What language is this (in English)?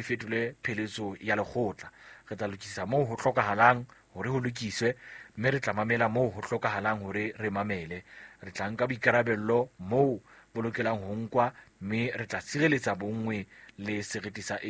Southern Sotho